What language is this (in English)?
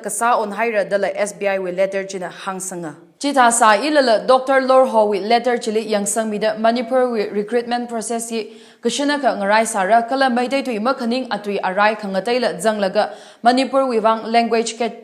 Tangkhul Naga (India)